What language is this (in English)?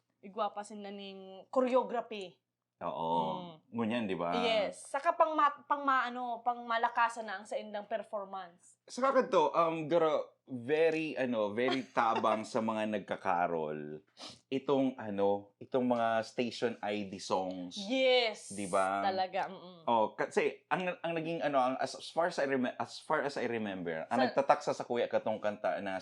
Bikol